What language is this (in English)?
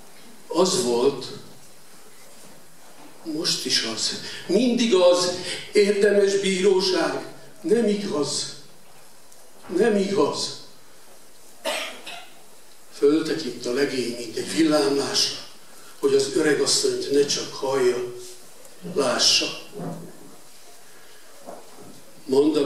Hungarian